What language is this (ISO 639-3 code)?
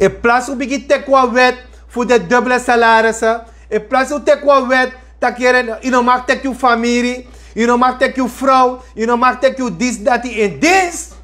srn